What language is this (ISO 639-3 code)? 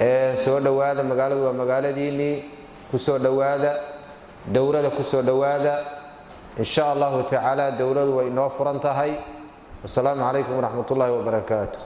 som